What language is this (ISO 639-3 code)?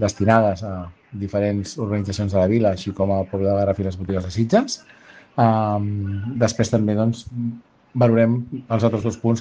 cat